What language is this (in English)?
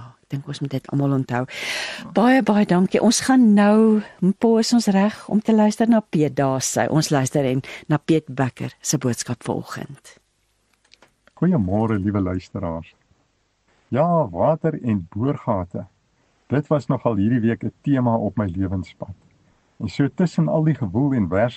Afrikaans